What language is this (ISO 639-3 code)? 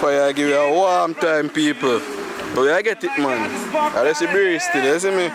jam